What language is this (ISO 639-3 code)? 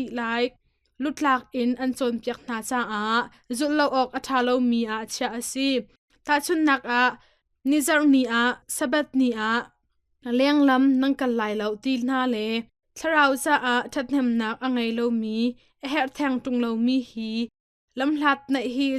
cnh